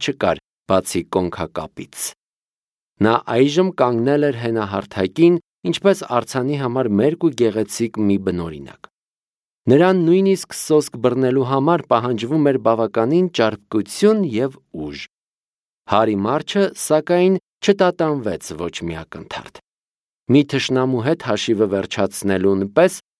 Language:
Armenian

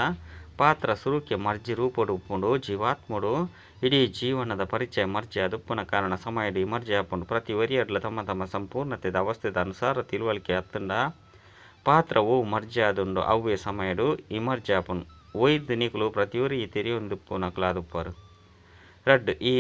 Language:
Tulu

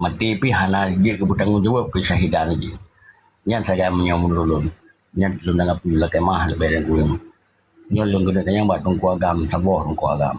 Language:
Achinese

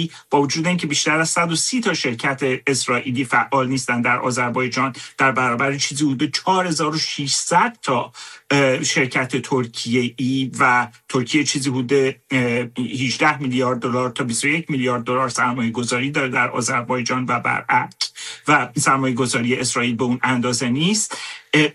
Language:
Persian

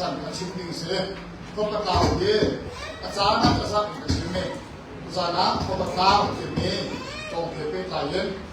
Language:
Hakha Chin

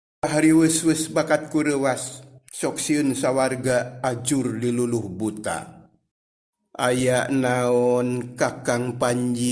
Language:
Sundanese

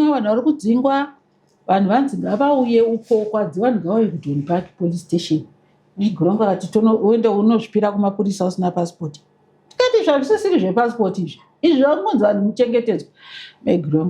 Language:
Shona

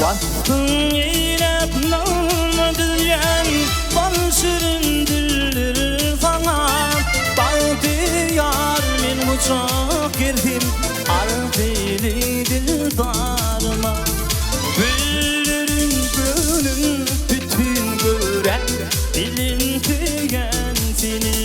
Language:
Turkmen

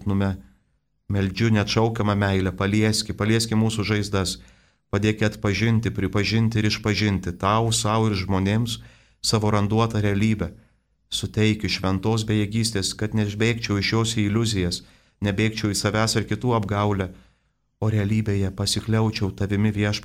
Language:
Lithuanian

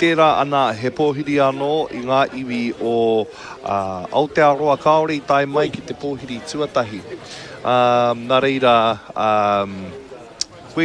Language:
Māori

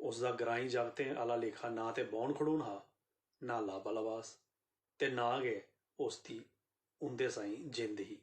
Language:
Dogri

